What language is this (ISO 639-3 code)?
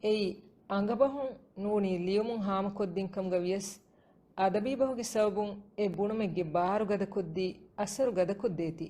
div